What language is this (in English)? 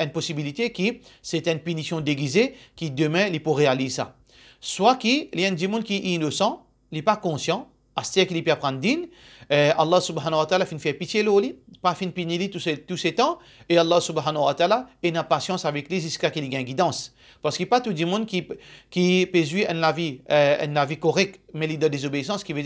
Morisyen